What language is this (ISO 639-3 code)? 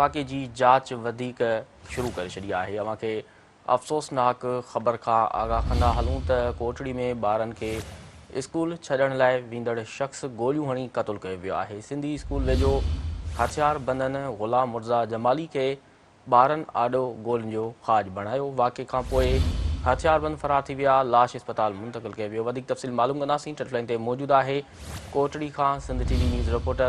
snd